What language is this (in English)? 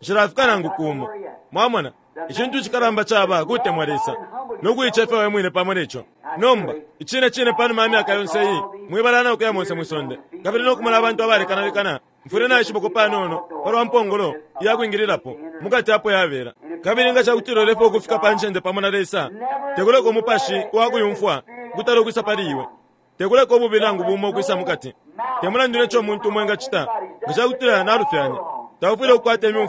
Bemba